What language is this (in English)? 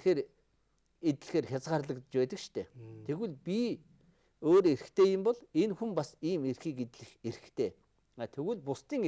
Mongolian